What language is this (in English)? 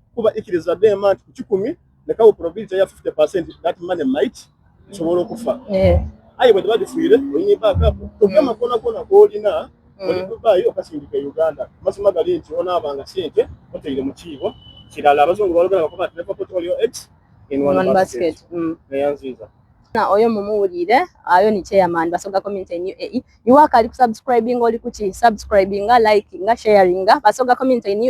Soga